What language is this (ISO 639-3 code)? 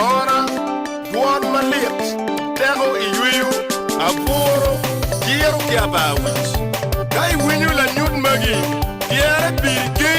ach